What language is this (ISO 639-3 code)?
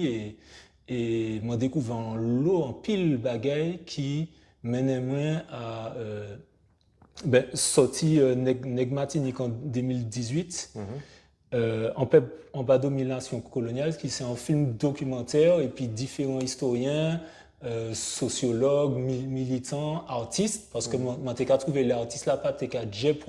gcf